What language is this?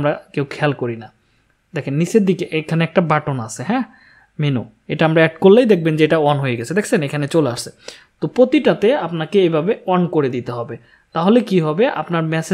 Bangla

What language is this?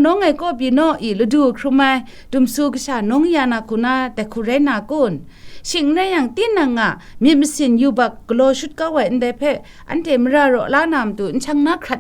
Kachin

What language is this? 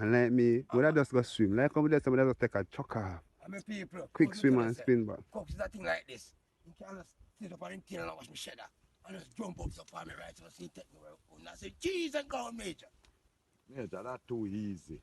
Jamaican Creole English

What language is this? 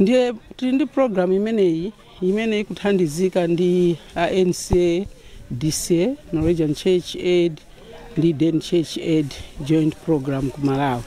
Nyanja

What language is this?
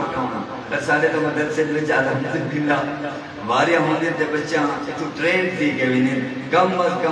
Saraiki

